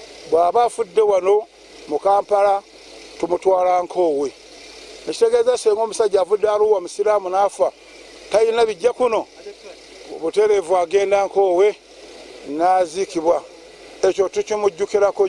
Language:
Ganda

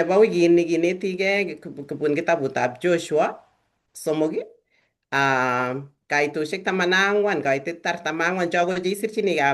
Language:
Kalenjin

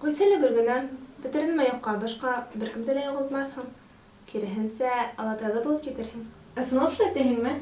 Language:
Bashkir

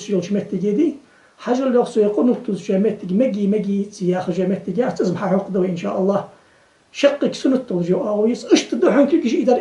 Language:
Ingush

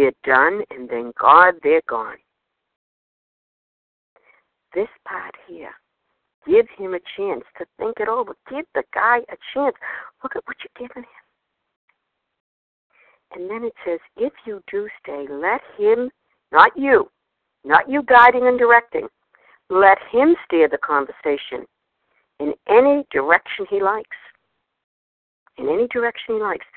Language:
English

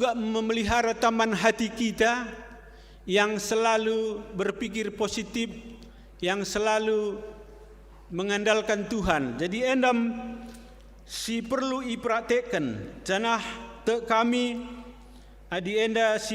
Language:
Batak Karo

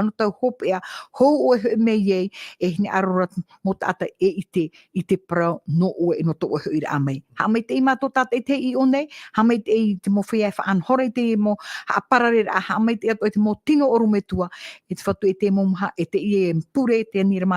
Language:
Tahitian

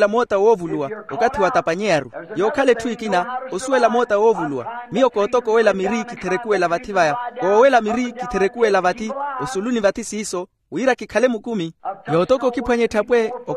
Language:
Makhuwa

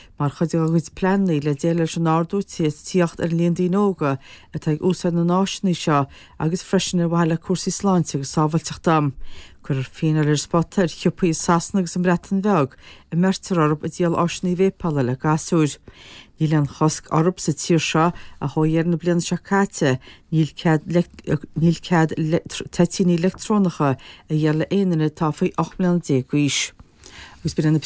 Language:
Irish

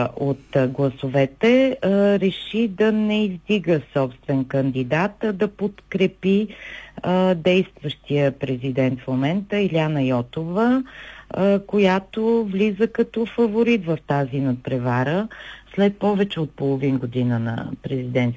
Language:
Bulgarian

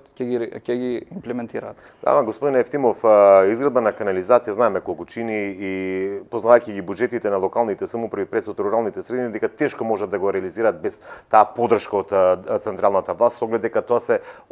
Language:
Macedonian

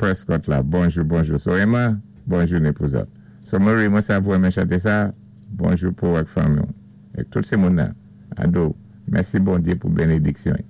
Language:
Saint Lucian Creole French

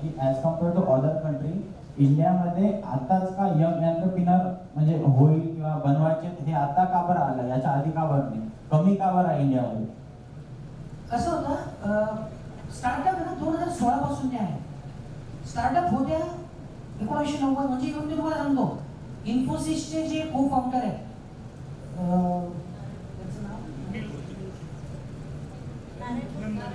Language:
Marathi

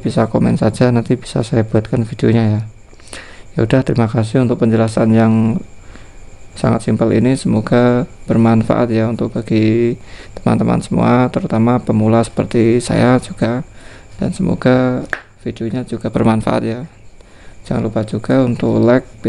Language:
Indonesian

